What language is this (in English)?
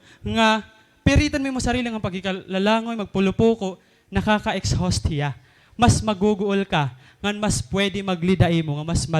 Waray